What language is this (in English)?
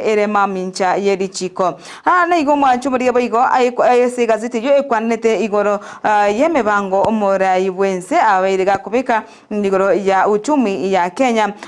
Gusii